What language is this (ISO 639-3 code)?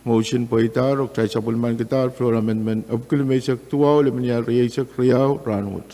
pon